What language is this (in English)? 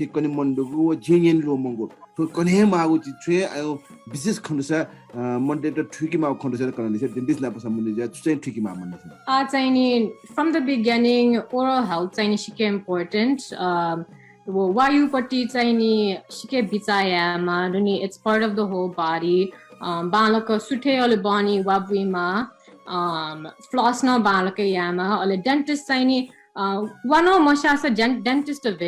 Newari